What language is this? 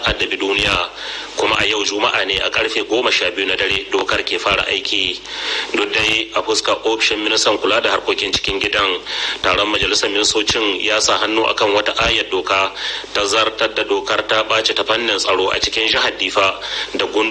Hausa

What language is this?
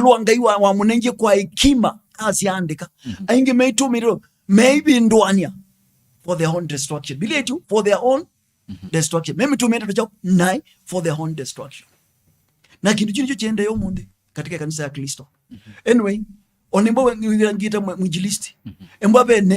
Kamba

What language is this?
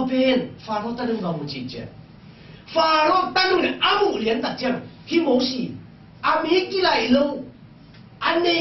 Tedim Chin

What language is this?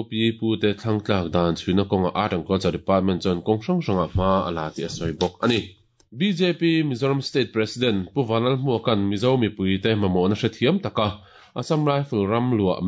Mizo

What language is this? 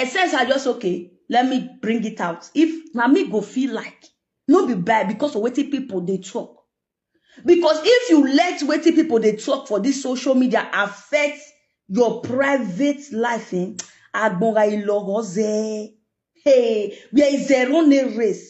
Nigerian Pidgin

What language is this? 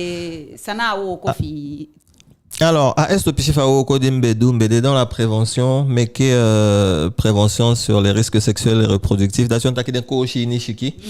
Eastern Maroon Creole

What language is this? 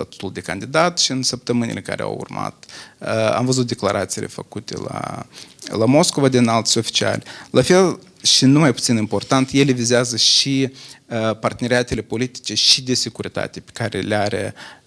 Romanian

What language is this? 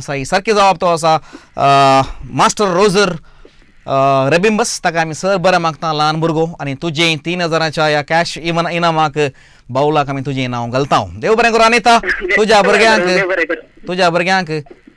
Konkani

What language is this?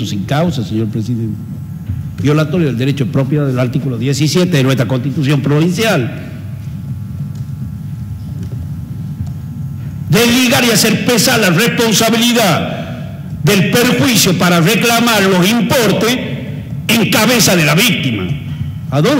Spanish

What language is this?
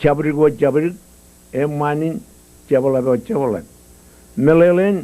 Marshallese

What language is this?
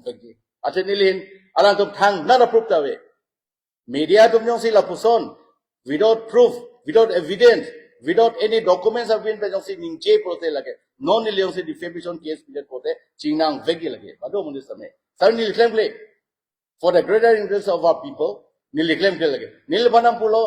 Karbi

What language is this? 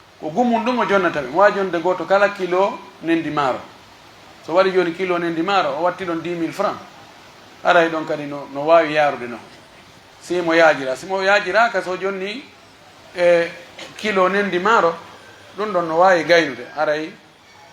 Pular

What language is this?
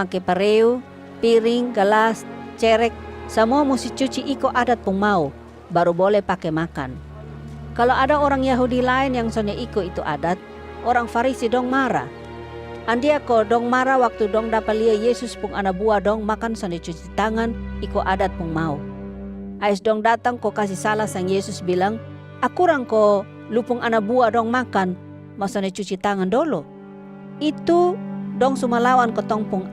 Kupang Malay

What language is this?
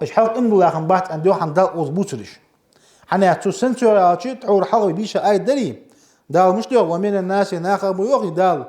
Ingush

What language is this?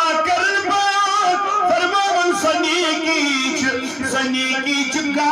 Kashmiri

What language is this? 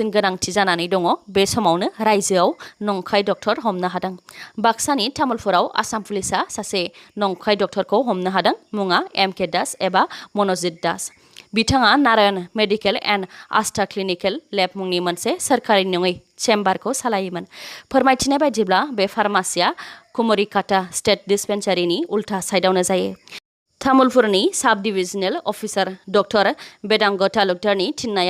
Bodo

